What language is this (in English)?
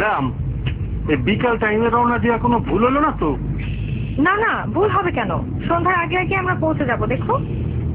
Bangla